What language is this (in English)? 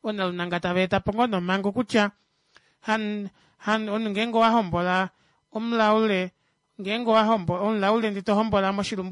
Kuanyama